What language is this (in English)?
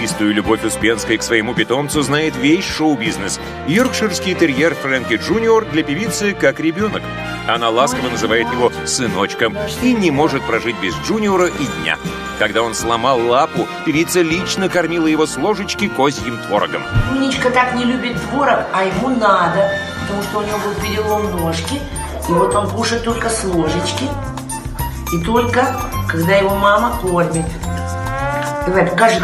Russian